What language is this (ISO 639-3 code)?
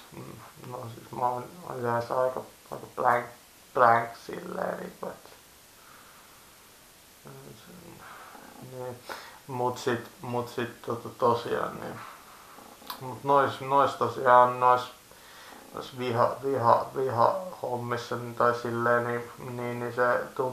fin